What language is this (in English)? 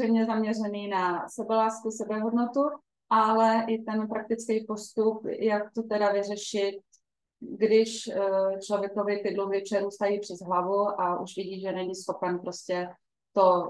Czech